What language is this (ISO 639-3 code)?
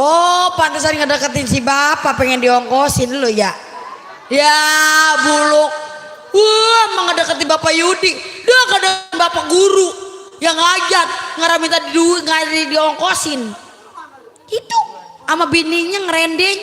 bew